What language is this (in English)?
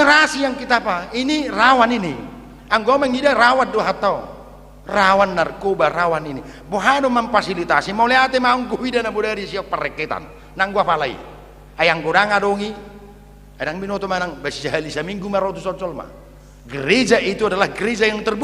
Batak Toba